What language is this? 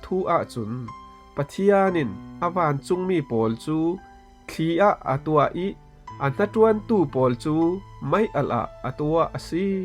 Falam Chin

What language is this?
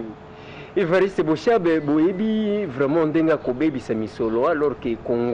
Lingala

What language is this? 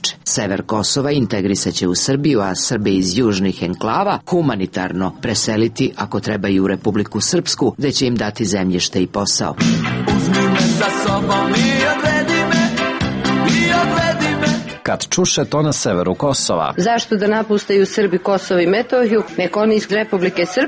Serbian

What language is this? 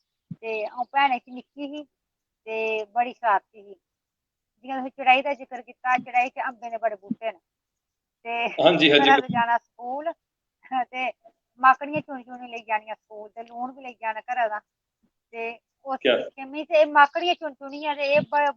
Dogri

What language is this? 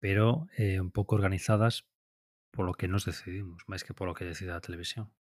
Galician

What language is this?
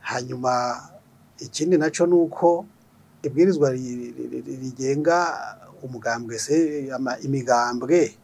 Rundi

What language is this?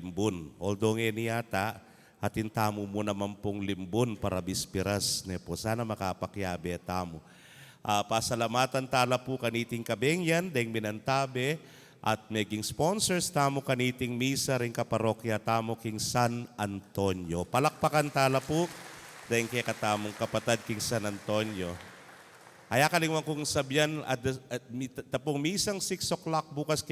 Pampanga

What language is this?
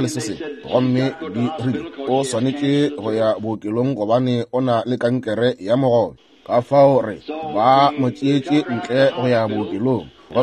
Northern Sotho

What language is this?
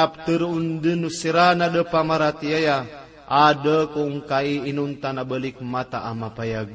Maranao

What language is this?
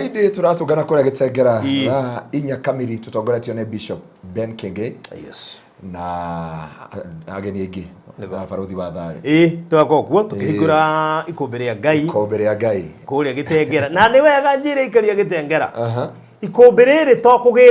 Kikuyu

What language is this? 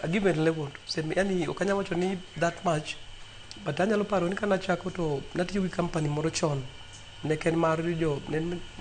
Luo (Kenya and Tanzania)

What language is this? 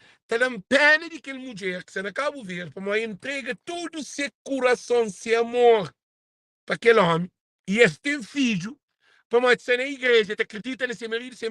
Kabuverdianu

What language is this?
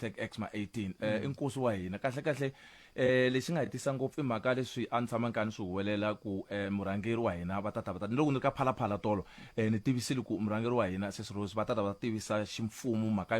Tsonga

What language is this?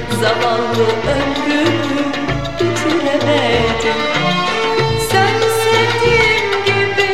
Turkish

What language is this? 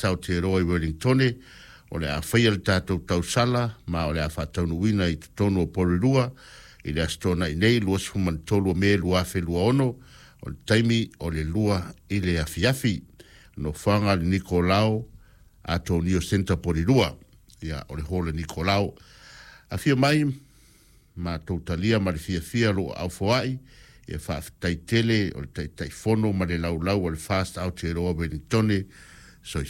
Samoan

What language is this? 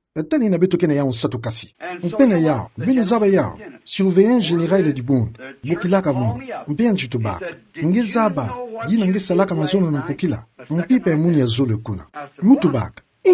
Kituba (Democratic Republic of Congo)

